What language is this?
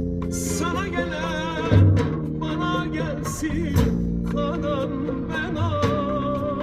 Turkish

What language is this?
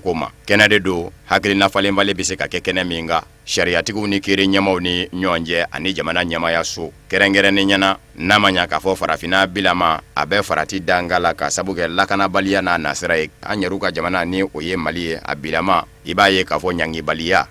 Bambara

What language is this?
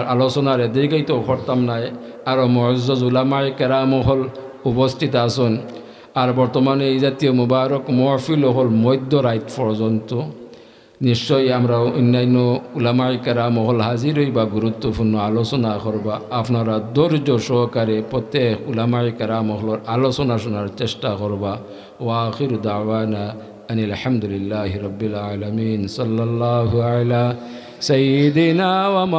Sylheti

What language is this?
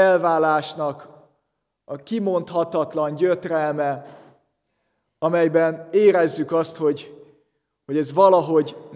Hungarian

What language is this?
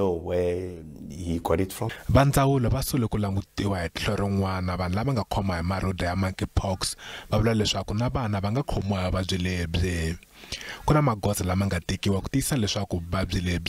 Tsonga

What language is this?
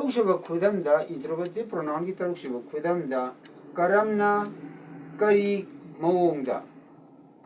Manipuri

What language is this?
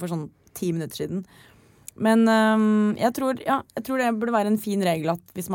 Norwegian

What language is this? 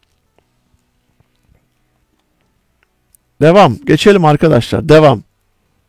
Turkish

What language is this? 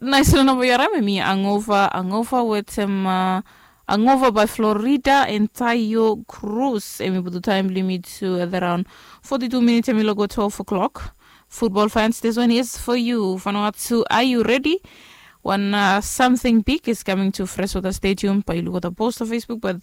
Bislama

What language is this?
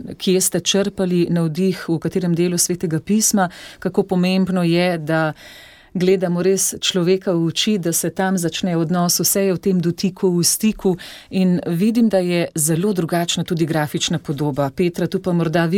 Slovenian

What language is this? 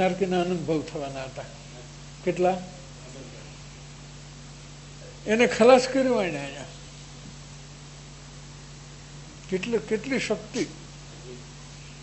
Gujarati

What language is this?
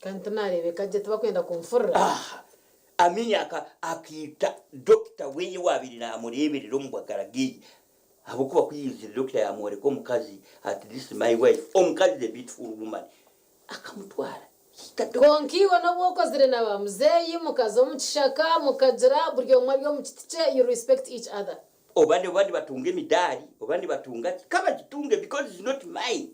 Nyankole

